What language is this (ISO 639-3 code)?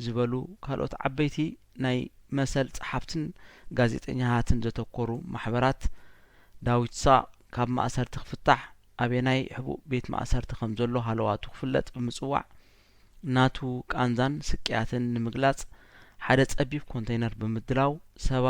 tir